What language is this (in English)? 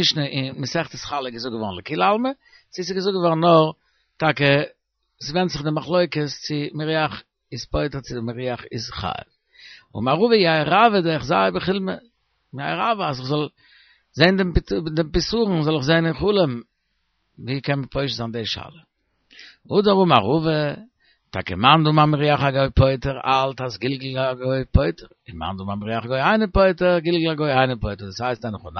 Yiddish